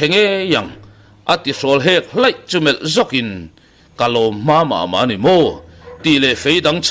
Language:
Mizo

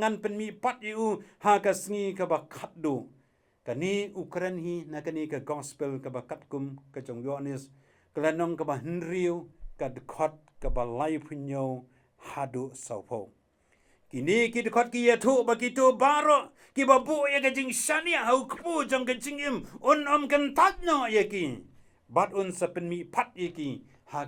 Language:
Khasi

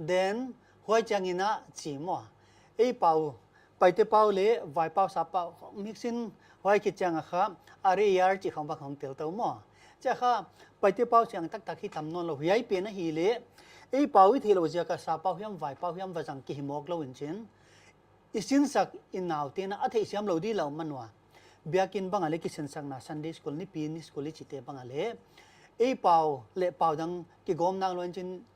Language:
Paite Chin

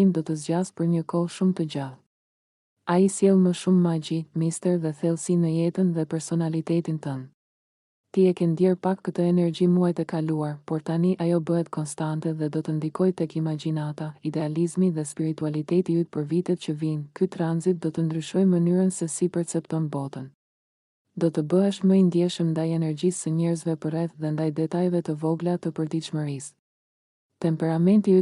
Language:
Albanian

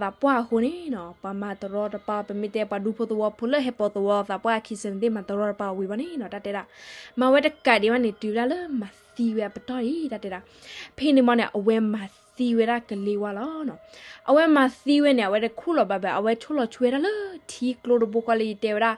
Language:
S'gaw Karen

